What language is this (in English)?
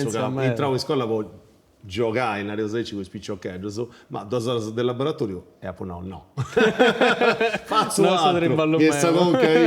Sardinian